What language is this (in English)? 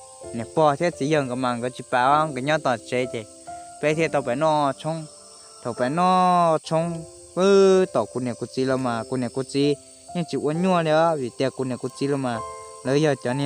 Hmong